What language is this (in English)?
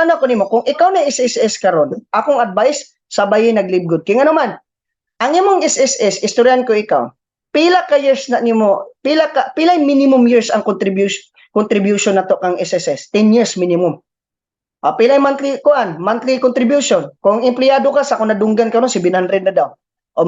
Cebuano